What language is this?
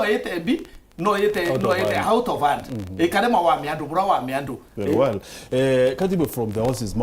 Meru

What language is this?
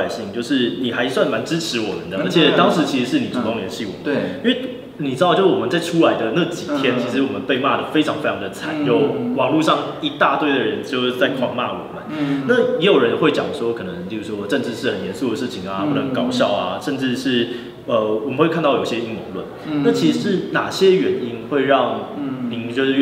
Chinese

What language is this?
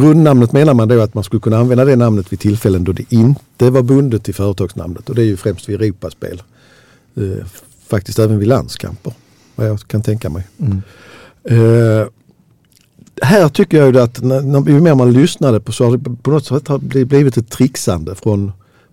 Swedish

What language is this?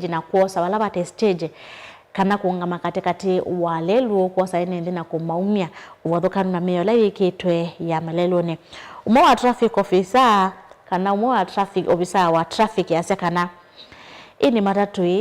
Kamba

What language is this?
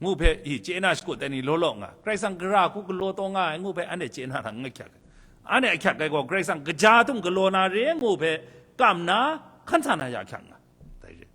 Kachin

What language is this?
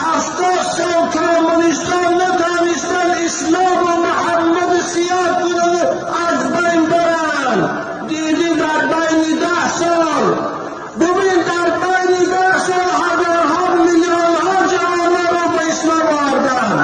Tajik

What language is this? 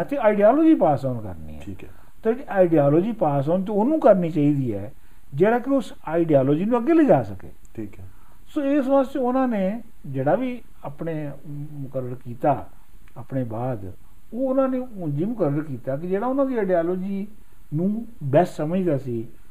Punjabi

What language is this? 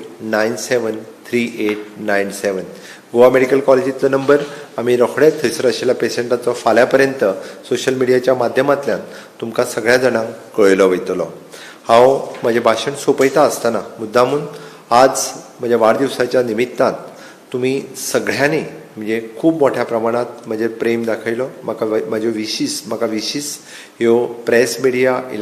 Konkani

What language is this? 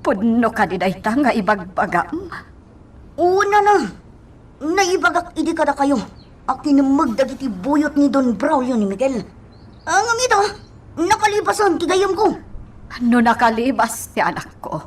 Iloko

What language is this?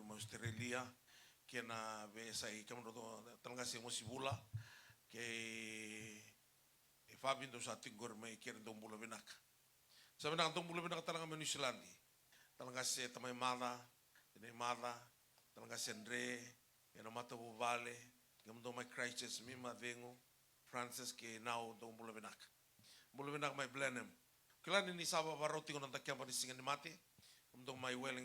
Fijian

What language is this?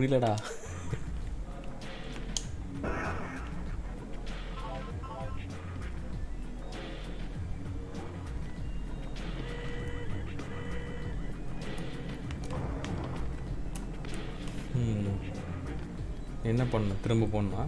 Tamil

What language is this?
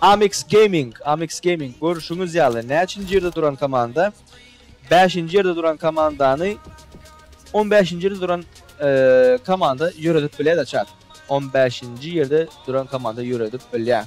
Turkmen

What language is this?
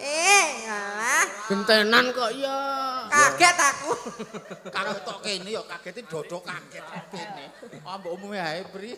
Javanese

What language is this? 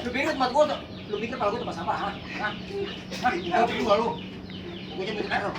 Betawi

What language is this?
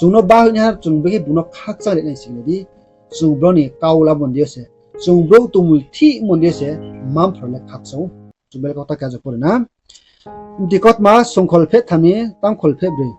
Riang (India)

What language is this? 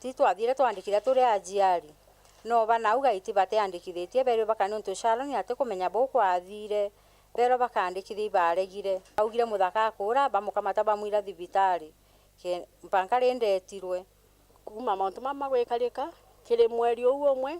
Meru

